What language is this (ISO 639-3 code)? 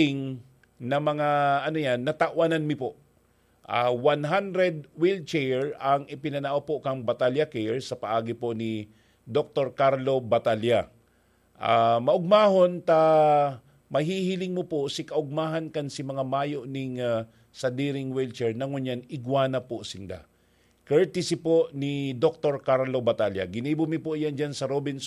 bik